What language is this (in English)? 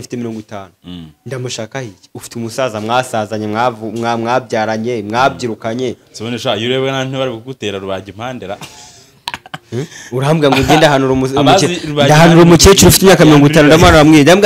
Kinyarwanda